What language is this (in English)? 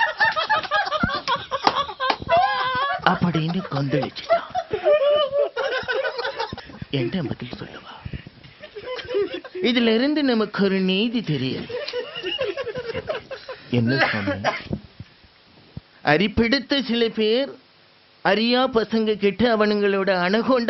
Tamil